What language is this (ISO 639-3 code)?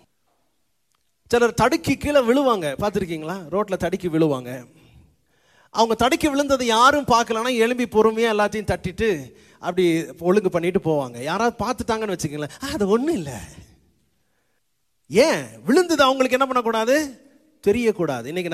tam